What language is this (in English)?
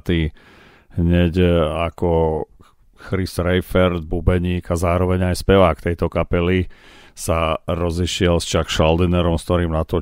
Slovak